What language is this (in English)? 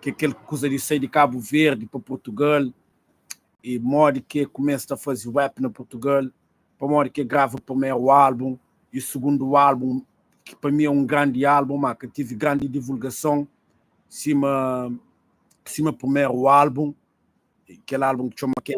Kabuverdianu